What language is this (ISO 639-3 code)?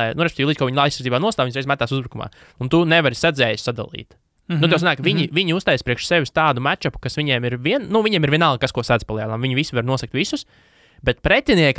lav